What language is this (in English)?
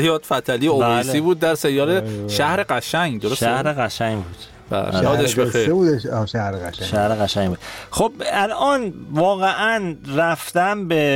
Persian